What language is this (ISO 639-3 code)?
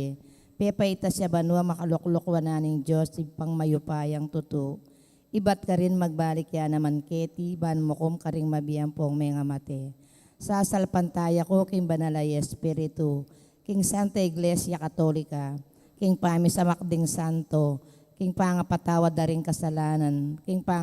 pam